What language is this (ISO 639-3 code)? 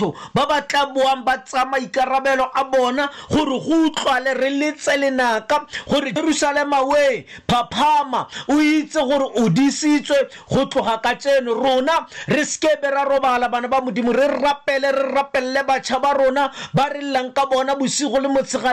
tsn